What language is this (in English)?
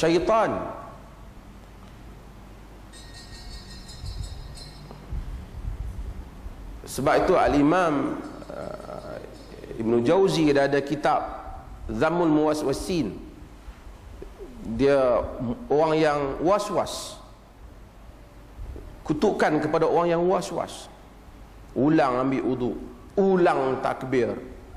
Malay